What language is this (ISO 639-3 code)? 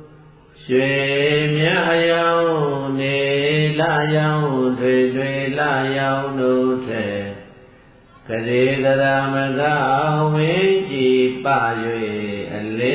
mya